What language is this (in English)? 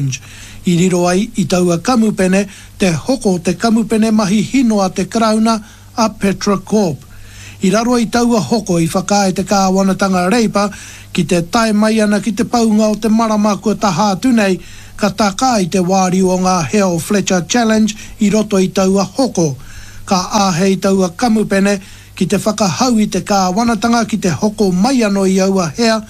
Māori